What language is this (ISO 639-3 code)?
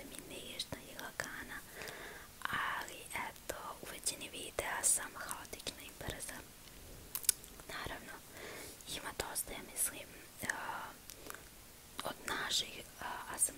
srp